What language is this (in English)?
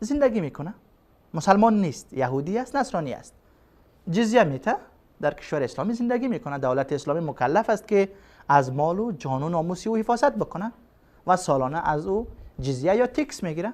Persian